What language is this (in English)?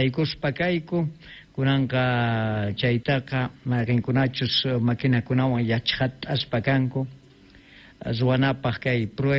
South Bolivian Quechua